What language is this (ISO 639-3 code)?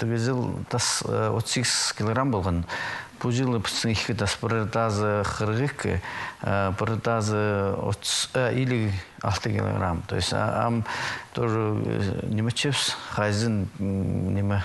kjh